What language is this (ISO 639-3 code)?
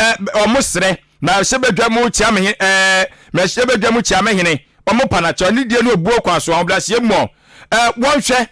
aka